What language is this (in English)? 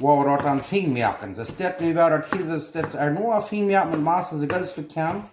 Plautdietsch